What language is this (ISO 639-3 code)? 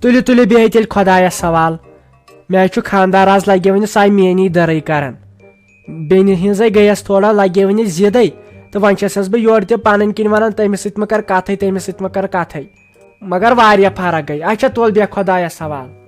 kas